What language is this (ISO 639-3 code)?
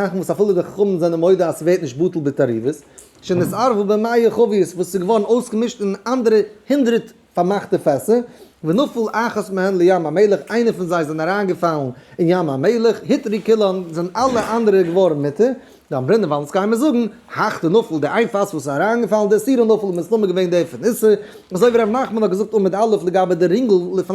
yid